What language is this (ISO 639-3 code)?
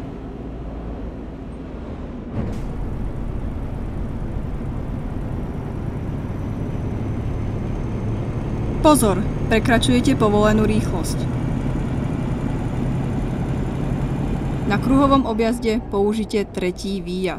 slk